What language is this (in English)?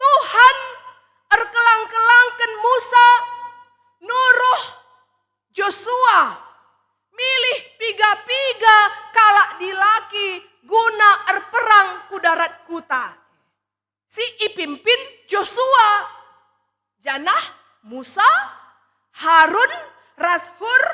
Batak Karo